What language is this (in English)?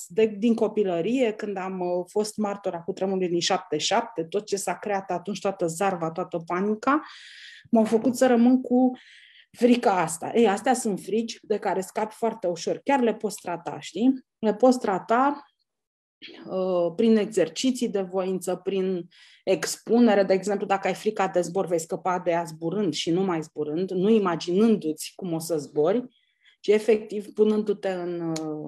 Romanian